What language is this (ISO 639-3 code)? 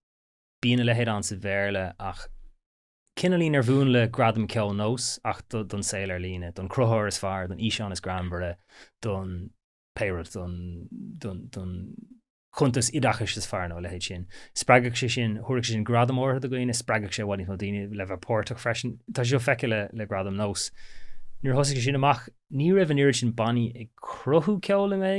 gle